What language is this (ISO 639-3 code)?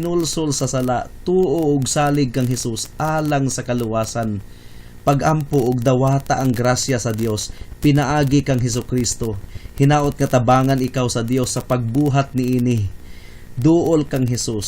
ceb